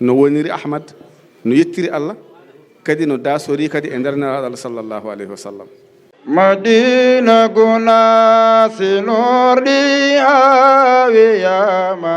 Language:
Fula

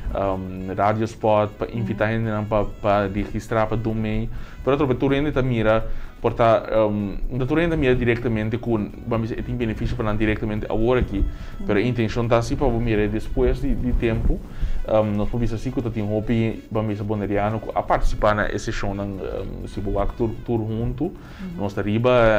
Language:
Papiamento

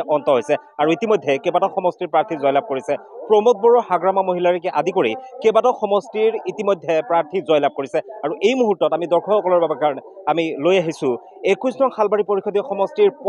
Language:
Assamese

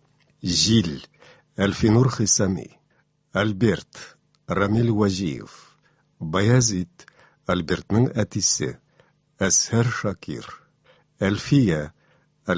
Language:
Tatar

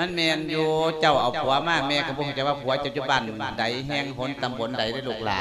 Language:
Lao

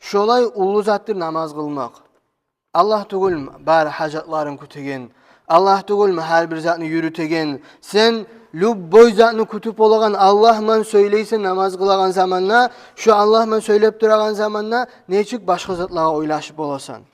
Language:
Kumyk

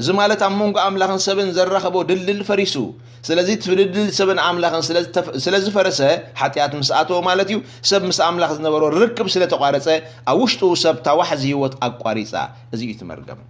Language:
Tigrinya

